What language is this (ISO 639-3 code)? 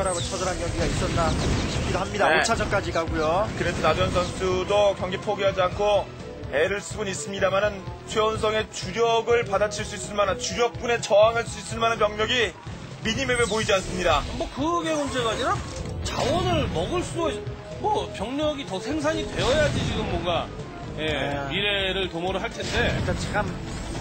kor